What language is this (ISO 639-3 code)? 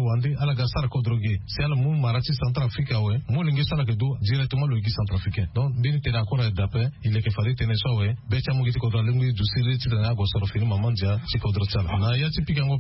sag